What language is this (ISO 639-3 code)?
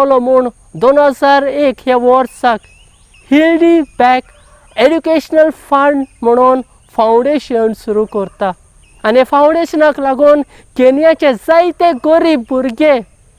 kok